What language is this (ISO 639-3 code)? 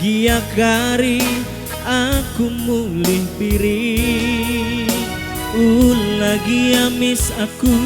btx